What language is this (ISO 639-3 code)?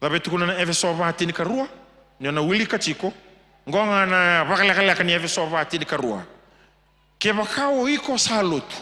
fij